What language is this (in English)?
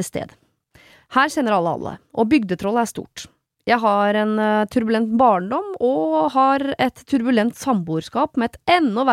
Norwegian